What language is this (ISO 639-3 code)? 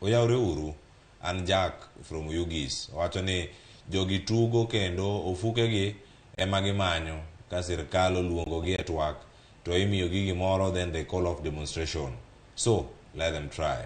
luo